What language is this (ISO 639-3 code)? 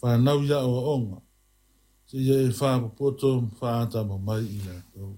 smo